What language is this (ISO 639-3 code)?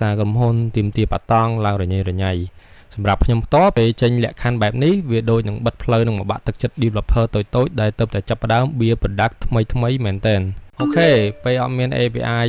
khm